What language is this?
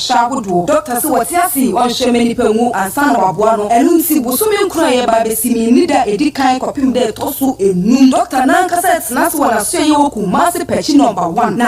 Akan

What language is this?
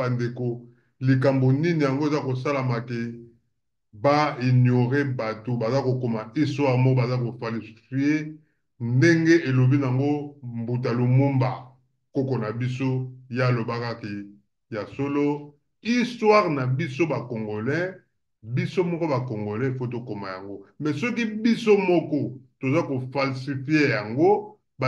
Lingala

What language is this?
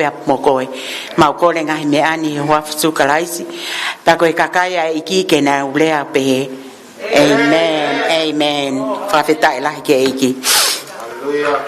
Tongan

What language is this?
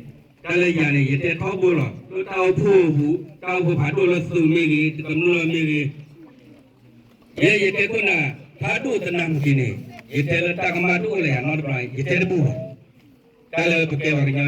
S'gaw Karen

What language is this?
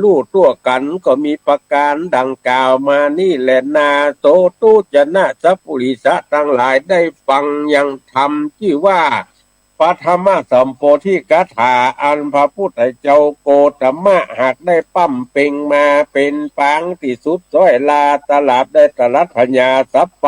Northern Thai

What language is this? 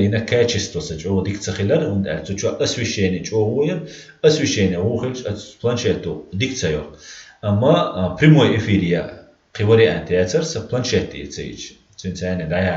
Chechen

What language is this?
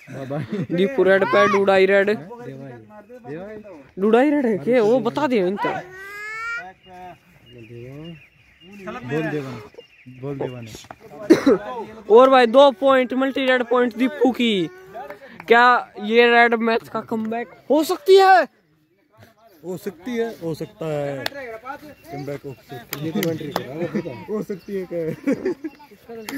Hindi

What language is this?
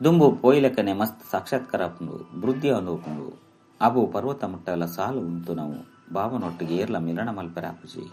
Tulu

